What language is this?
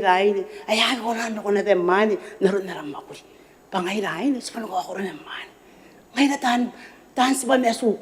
Gilbertese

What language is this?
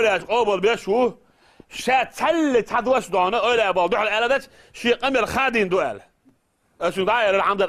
Chechen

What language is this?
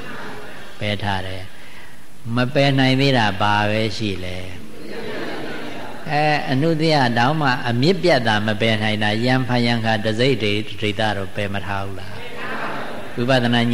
Burmese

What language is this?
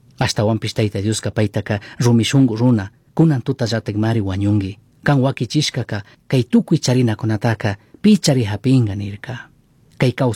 Chimborazo Highland Quichua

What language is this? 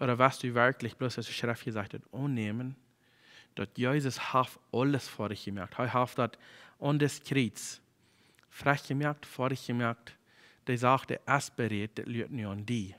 Plautdietsch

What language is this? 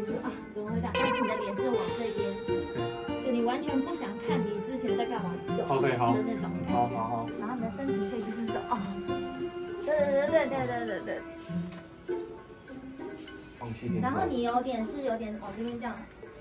Chinese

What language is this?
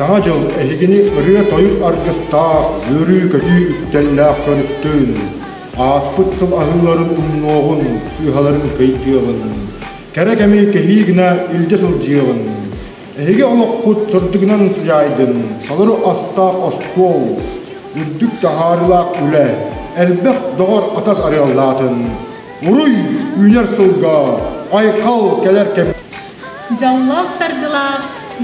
Yakut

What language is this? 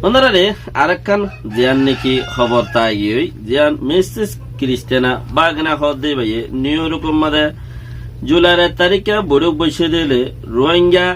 Rohingya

